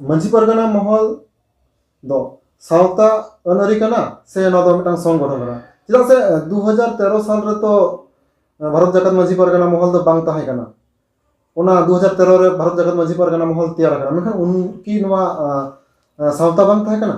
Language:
Santali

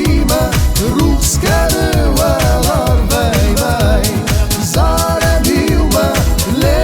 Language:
Ossetic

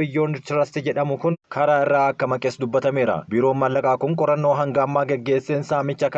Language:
Oromo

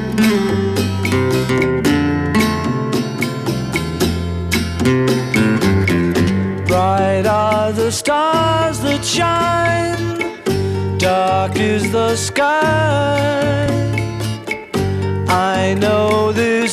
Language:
English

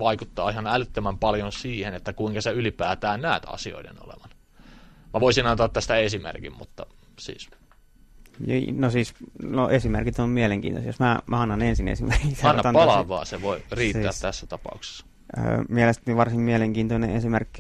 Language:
Finnish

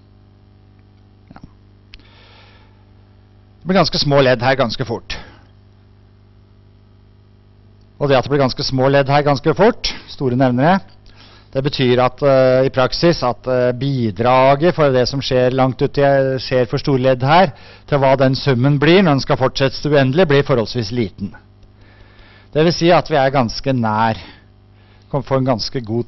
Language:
Norwegian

